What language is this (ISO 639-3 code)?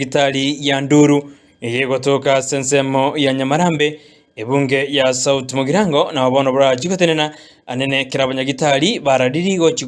guz